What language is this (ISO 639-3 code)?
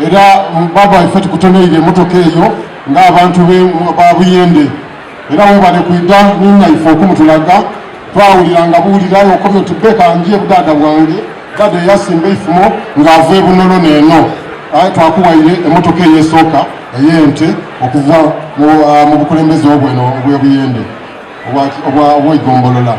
xog